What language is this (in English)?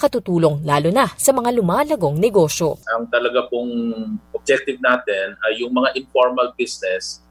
Filipino